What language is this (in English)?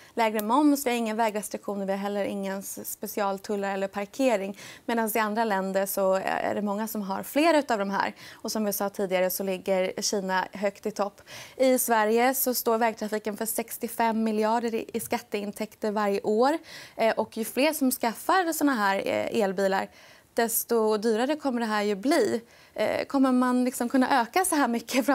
Swedish